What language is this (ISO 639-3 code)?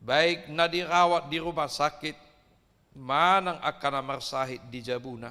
bbc